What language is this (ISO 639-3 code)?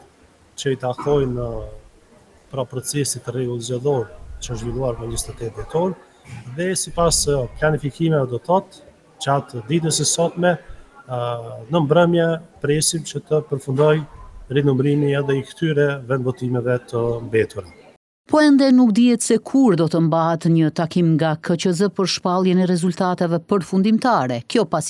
sqi